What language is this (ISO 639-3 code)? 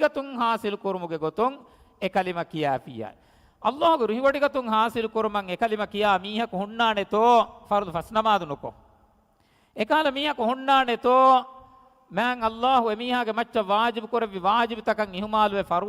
div